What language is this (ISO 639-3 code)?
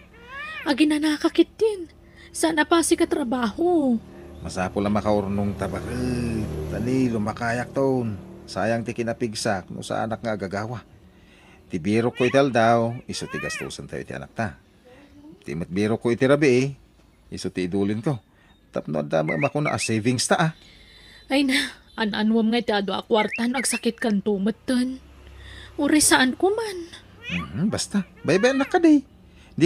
ilo